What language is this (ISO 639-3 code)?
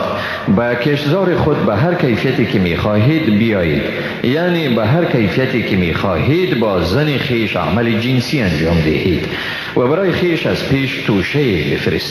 fas